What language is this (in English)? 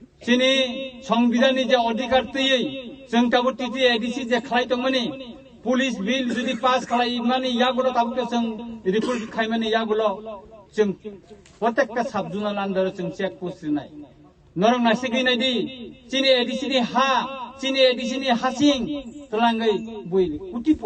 Kok Borok